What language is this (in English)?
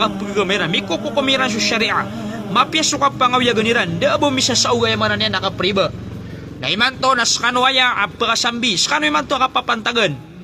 Maranao